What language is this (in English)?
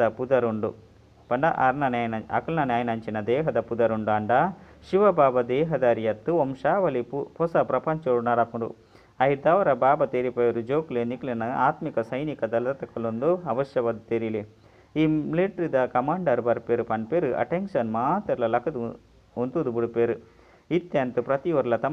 Tulu